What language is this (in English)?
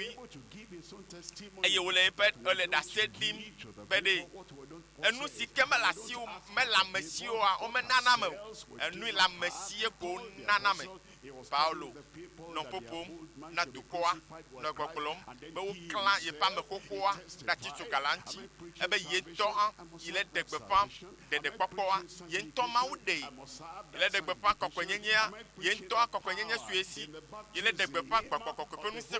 Ewe